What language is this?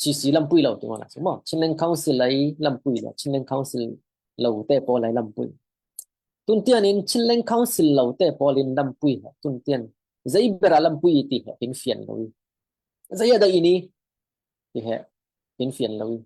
Falam Chin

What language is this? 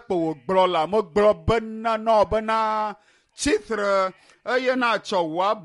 Ewe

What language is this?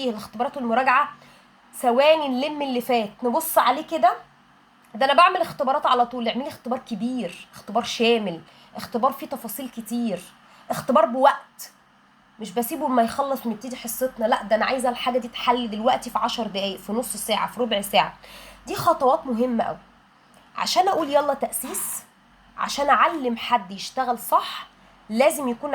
Egyptian Arabic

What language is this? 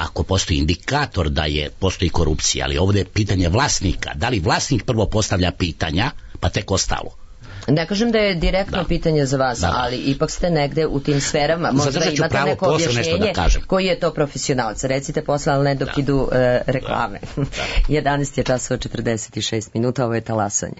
Serbian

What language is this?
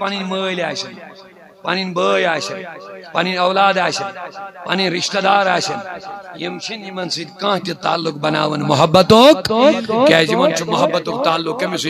Kashmiri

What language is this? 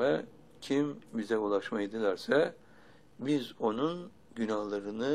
Turkish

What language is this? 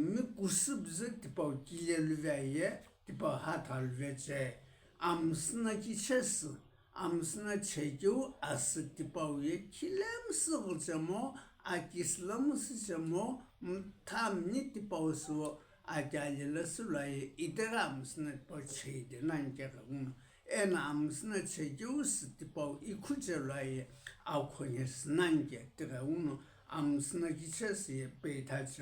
Sumi Naga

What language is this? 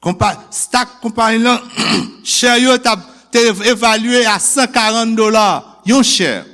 Haitian Creole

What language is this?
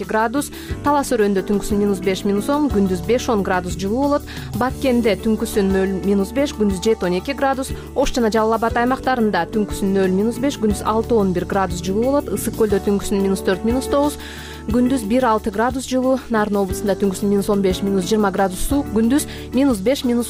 Kyrgyz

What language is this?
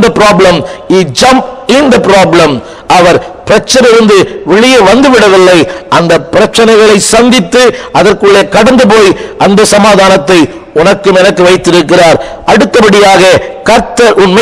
Tamil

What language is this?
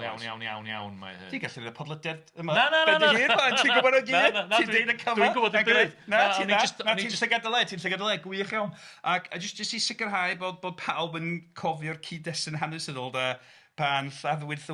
Welsh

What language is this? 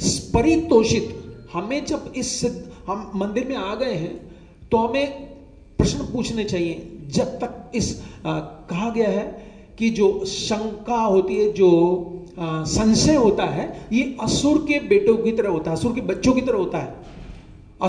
Hindi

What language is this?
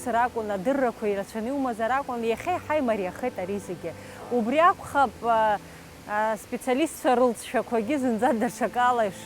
Abkhazian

